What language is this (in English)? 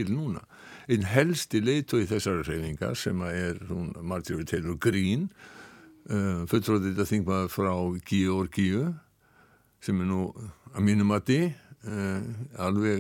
Icelandic